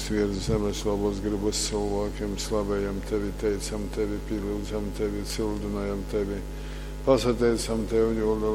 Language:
Latgalian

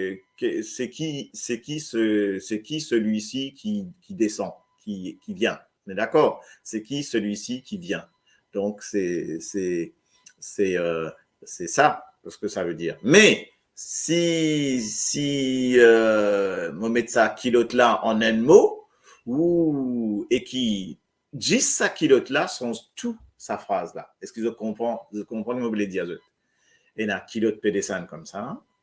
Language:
Morisyen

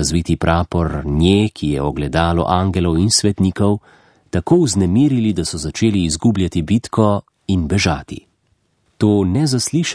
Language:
Slovenian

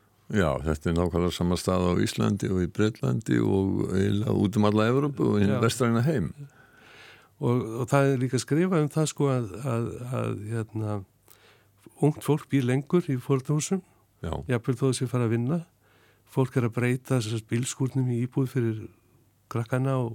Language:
Icelandic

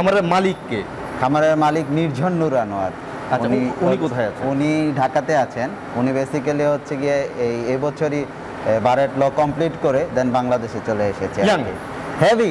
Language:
Bangla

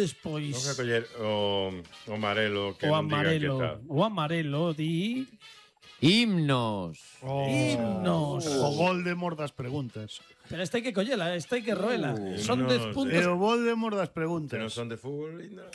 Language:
Galician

